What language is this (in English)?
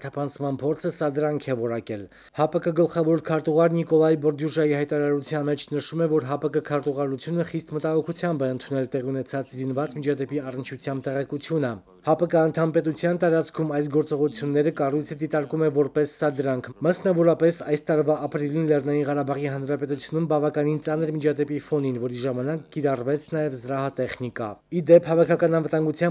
Armenian